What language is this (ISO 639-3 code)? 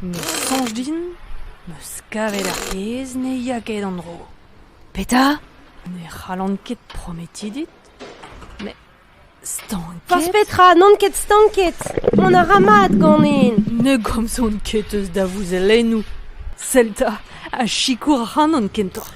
bre